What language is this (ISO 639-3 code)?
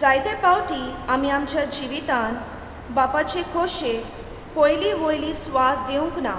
kok